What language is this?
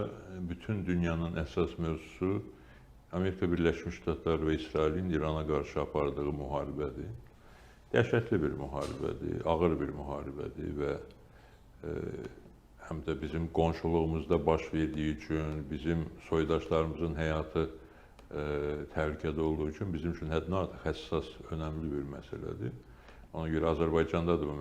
Azerbaijani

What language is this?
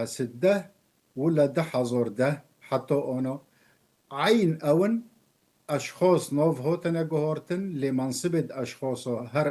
Kurdish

